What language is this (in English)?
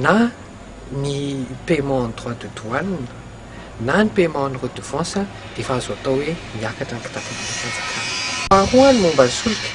Malagasy